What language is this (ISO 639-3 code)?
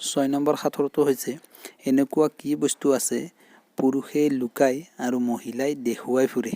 asm